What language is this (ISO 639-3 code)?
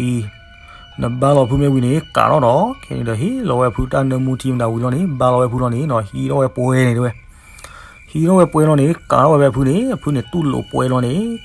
ksw